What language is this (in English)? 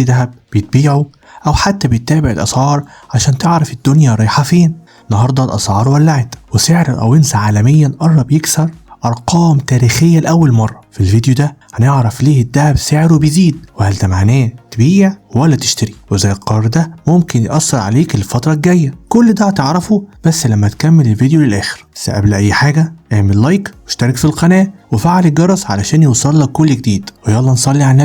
Egyptian Arabic